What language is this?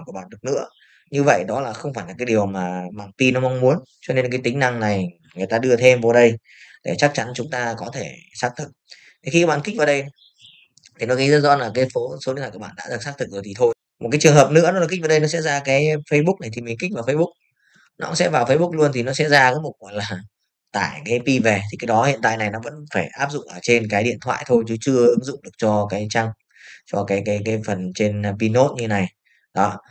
Vietnamese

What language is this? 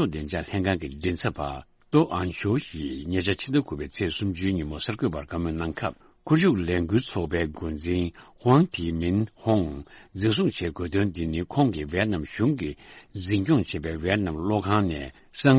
Tibetan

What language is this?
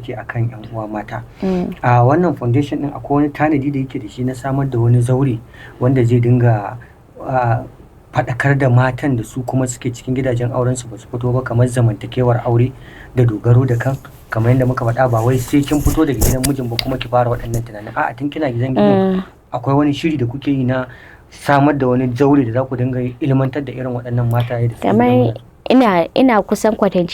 Hausa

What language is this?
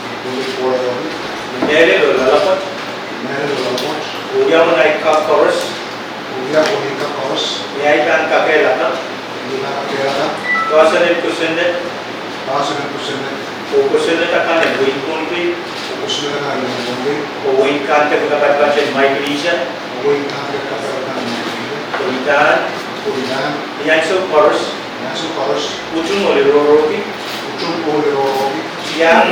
Pohnpeian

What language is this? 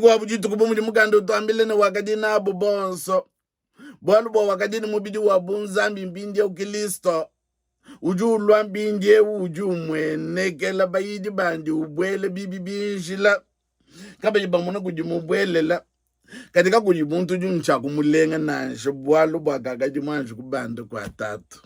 Luba-Lulua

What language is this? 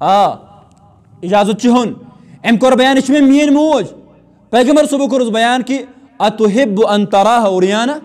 Kashmiri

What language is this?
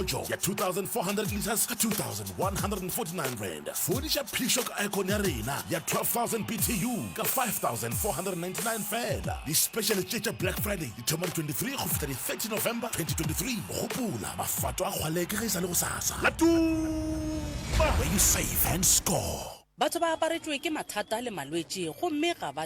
Northern Sotho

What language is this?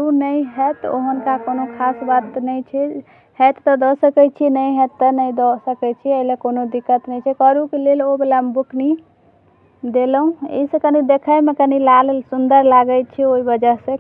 Maithili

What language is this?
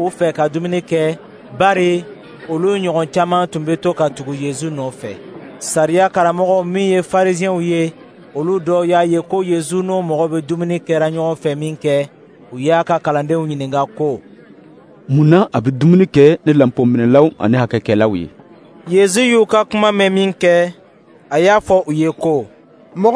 Dyula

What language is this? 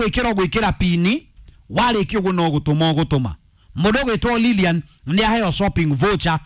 Kikuyu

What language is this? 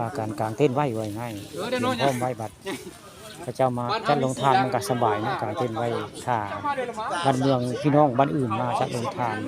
Northeastern Thai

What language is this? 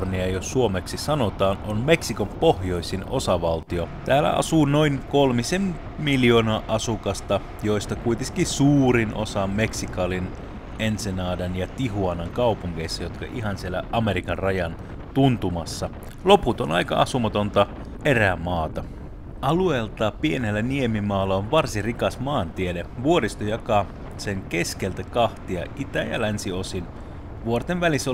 Finnish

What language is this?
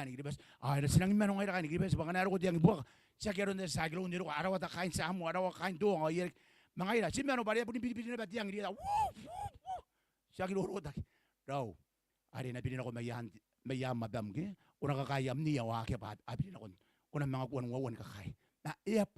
Gilbertese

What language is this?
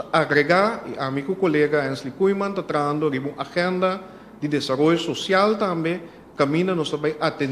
Papiamento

